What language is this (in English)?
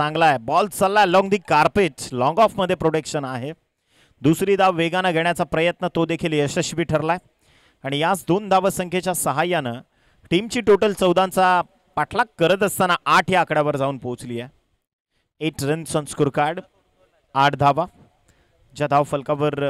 Marathi